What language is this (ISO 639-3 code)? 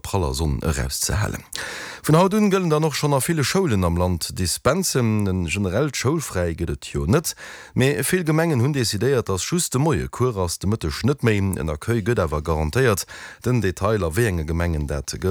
ltz